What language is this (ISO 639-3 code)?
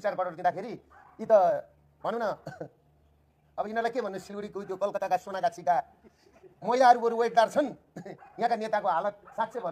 nep